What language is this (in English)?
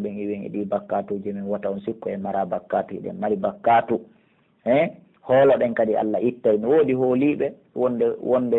Pular